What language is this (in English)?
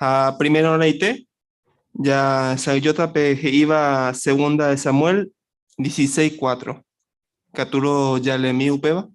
Guarani